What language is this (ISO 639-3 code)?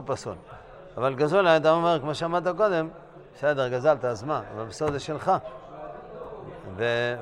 heb